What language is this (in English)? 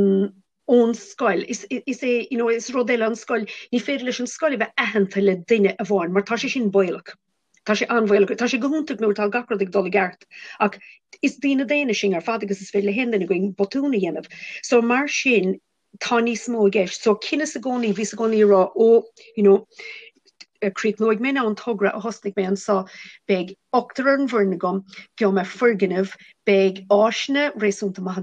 Irish